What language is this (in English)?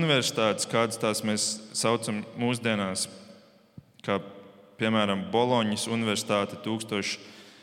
Latvian